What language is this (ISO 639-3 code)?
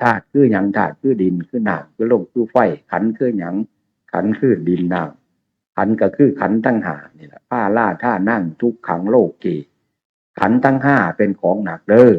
tts